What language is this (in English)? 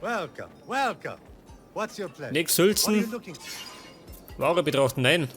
Bavarian